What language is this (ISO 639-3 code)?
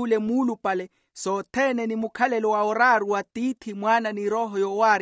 vmw